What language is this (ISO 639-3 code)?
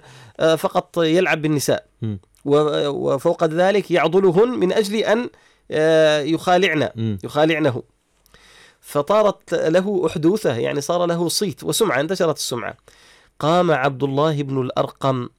ara